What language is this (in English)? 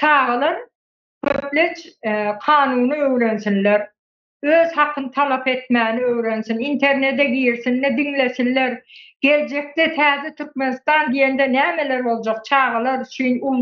Turkmen